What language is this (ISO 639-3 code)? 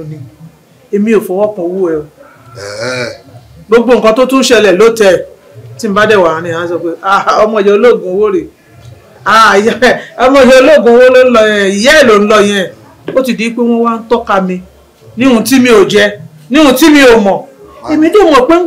yor